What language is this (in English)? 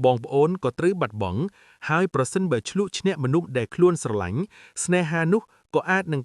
Khmer